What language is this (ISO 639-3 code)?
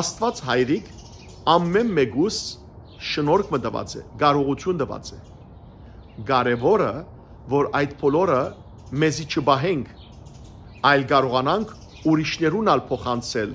hyw